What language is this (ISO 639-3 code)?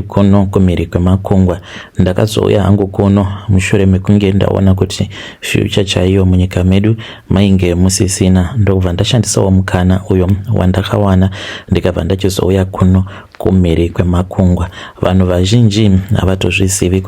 sna